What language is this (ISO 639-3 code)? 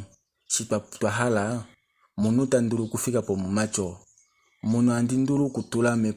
kua